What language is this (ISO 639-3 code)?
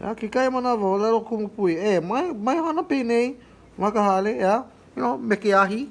haw